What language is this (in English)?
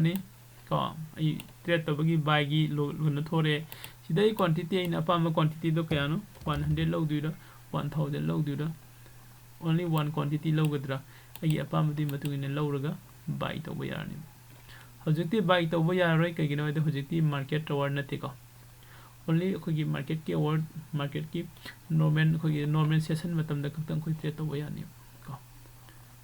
Manipuri